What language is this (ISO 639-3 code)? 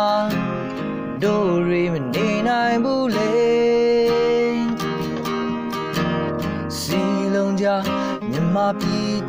mya